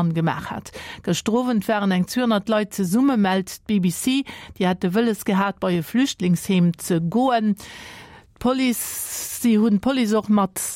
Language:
Luxembourgish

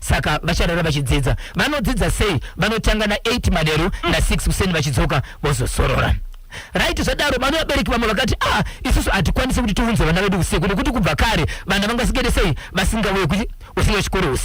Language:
Shona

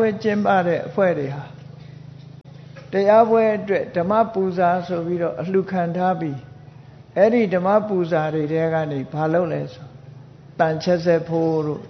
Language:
Burmese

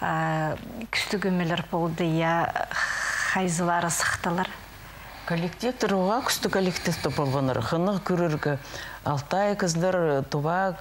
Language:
Khakas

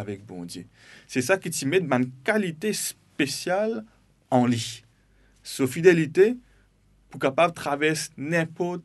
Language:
Morisyen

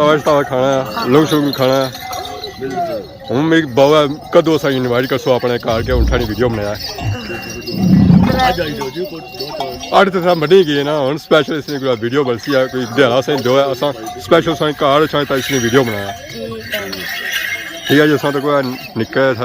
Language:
Pahari-Potwari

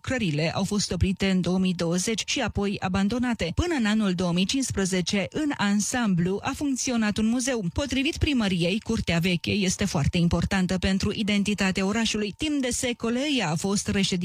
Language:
Romanian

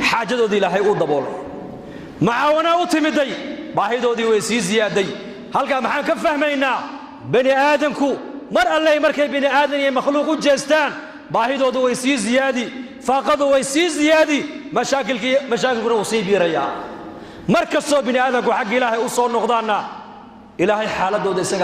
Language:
Somali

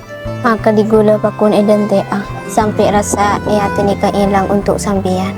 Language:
Madurese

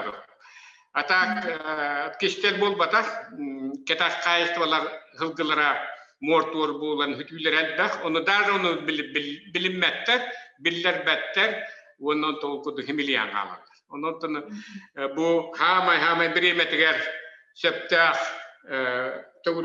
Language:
Yakut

